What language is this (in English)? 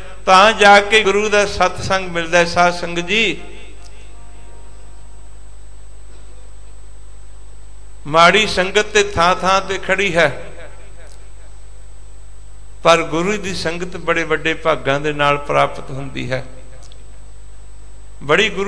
Punjabi